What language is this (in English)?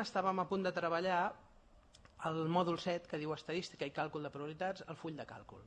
Catalan